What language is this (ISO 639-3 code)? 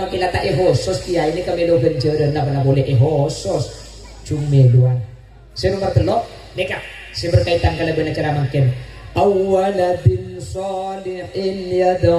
mad